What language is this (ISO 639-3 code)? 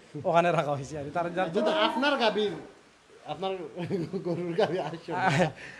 syl